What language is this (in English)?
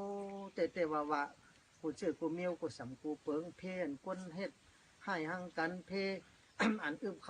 Shan